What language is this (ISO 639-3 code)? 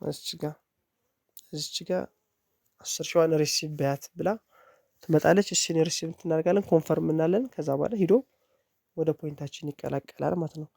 amh